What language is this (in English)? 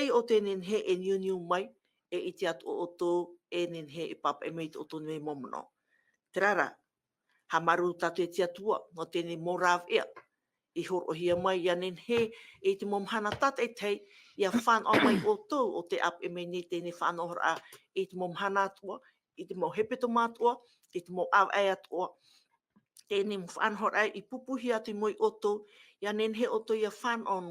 Tahitian